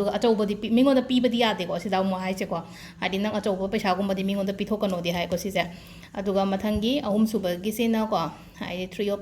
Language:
Manipuri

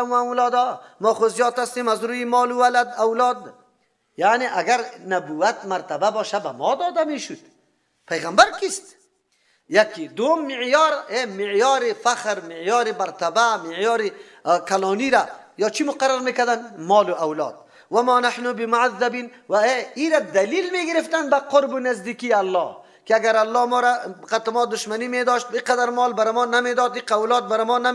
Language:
Persian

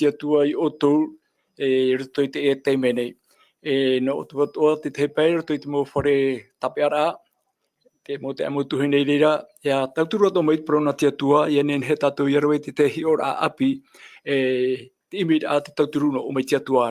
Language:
Tahitian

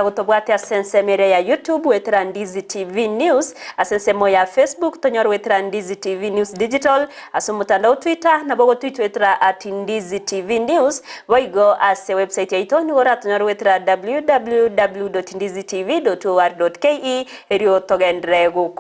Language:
Gusii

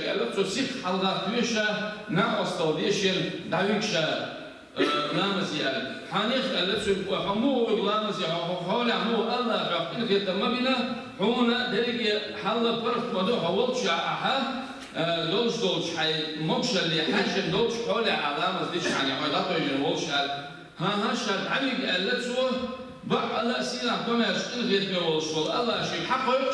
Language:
Chechen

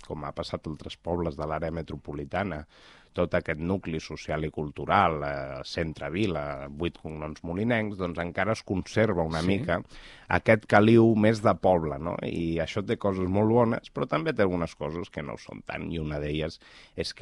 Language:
Catalan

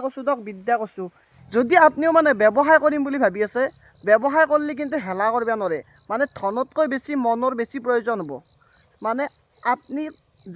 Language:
Assamese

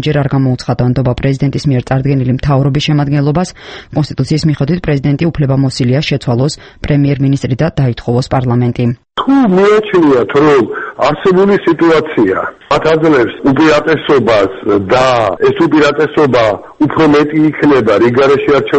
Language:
Georgian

